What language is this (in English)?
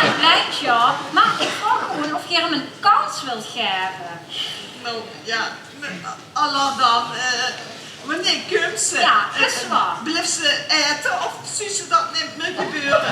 Limburgish